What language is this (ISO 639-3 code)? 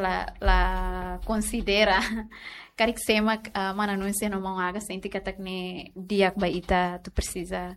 tet